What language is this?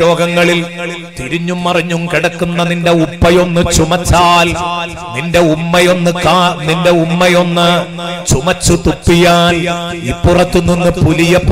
Malayalam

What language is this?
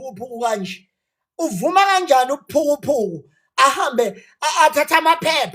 Zulu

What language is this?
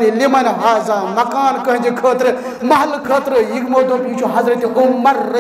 Kashmiri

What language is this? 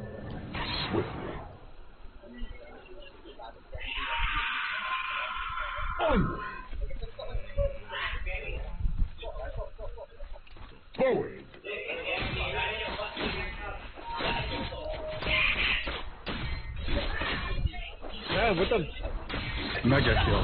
Malay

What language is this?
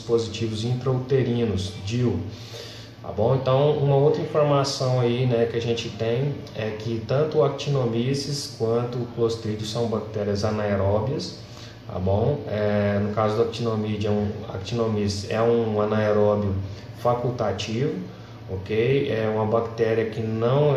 Portuguese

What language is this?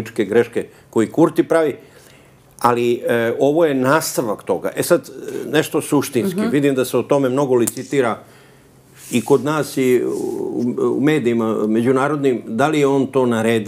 Serbian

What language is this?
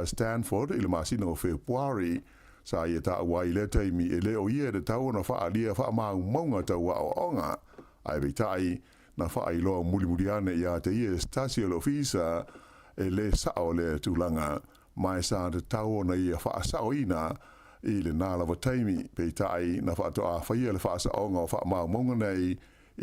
Samoan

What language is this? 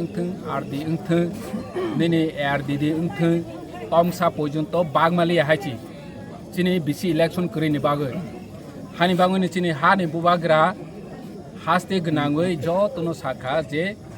Kok Borok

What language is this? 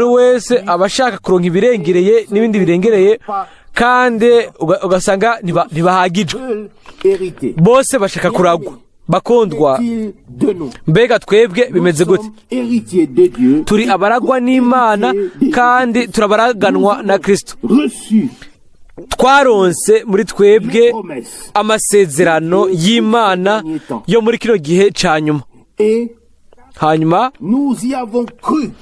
Rundi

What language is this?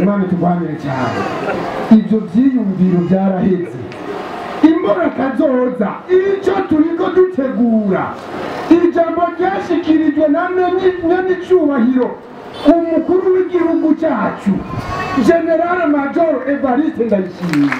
Rundi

